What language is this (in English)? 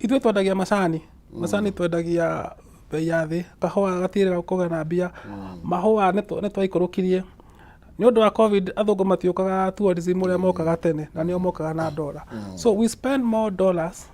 Kikuyu